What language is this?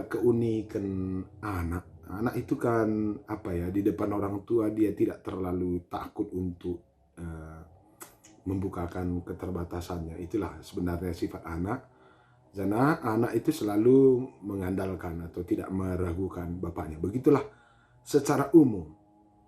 Batak Karo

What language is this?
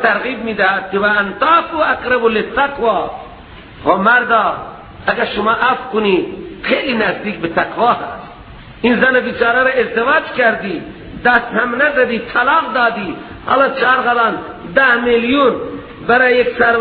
Persian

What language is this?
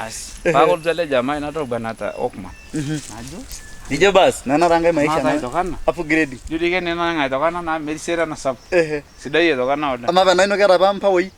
Masai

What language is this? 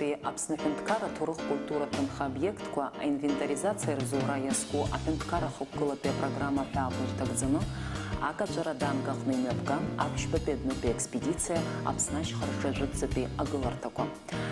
Abkhazian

